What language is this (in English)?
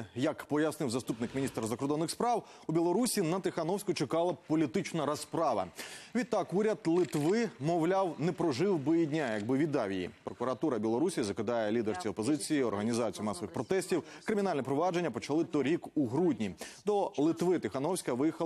Ukrainian